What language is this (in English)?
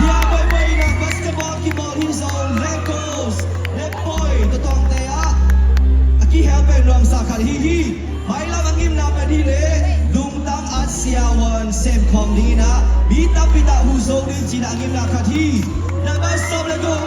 Tedim Chin